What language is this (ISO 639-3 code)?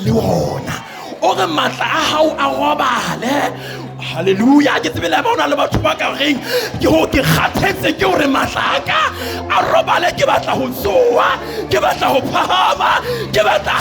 sot